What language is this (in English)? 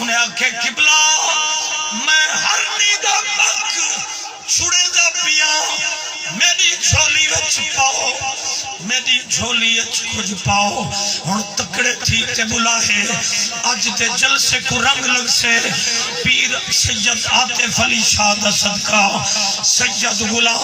Saraiki